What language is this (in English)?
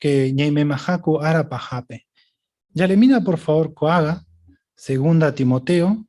Guarani